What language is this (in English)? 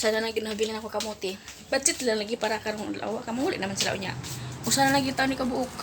Cebuano